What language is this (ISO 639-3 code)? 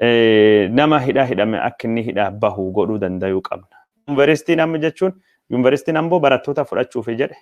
orm